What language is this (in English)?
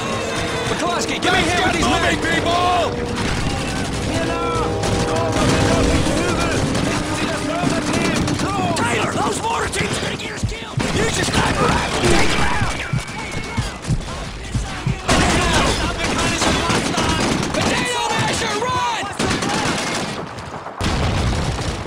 English